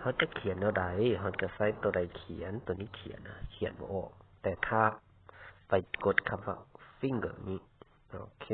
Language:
Lao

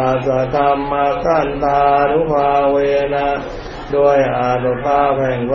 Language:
Thai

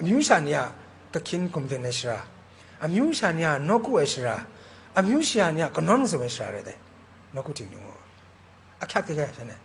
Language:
Kachin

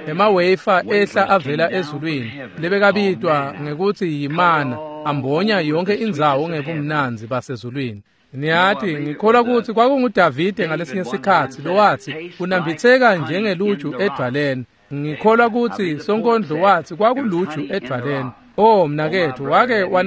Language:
Swati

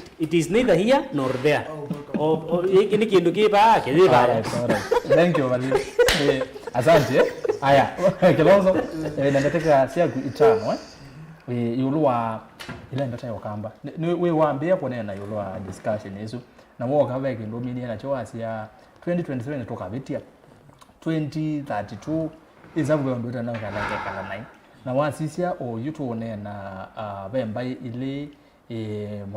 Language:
Kamba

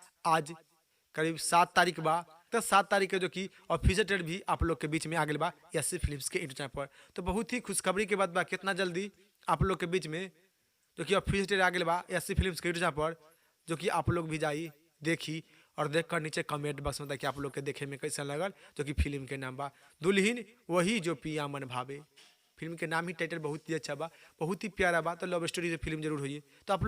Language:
Bhojpuri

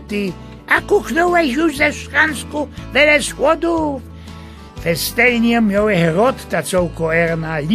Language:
Silesian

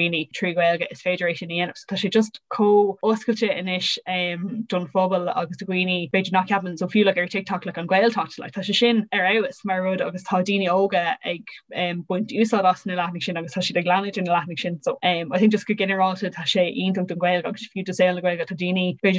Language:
Irish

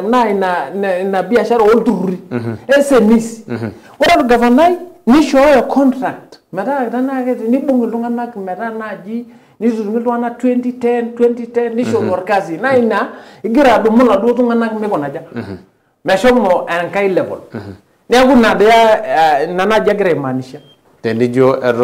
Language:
Masai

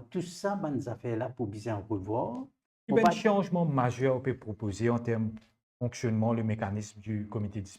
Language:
Morisyen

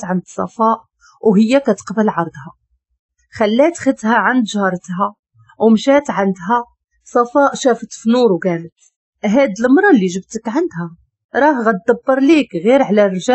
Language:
Moroccan Arabic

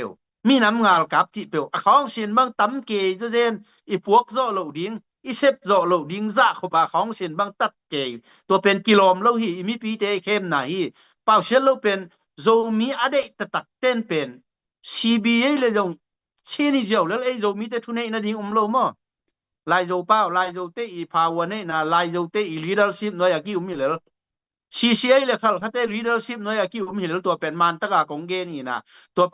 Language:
Tedim Chin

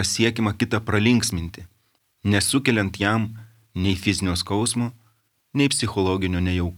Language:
Lithuanian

